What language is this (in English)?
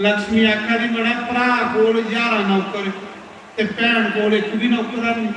Dogri